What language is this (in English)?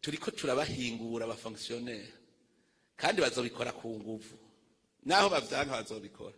Rundi